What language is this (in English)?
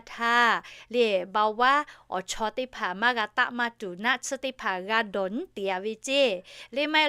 Lahu